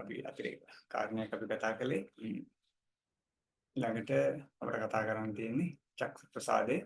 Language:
Sinhala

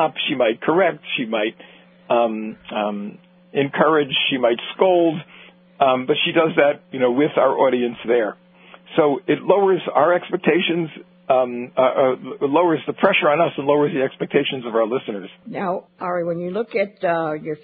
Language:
English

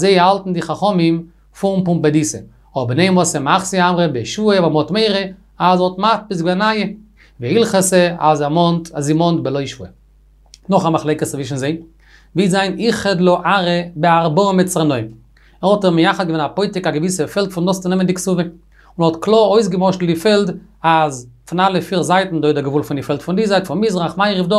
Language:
Yiddish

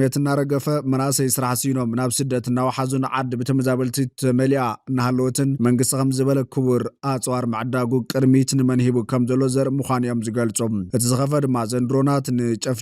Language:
Tigrinya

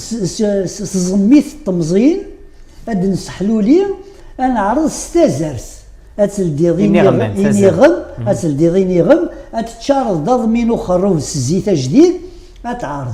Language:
Kabyle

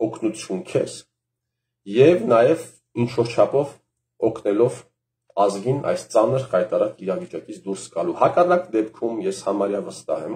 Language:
Armenian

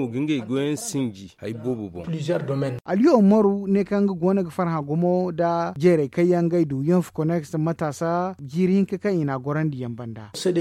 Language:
Zarma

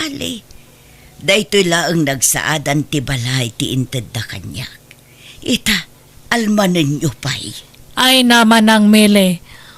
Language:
Iloko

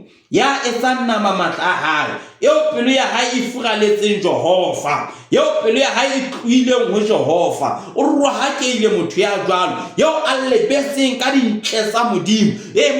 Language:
Southern Sotho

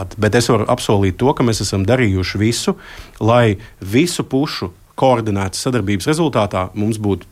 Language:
Latvian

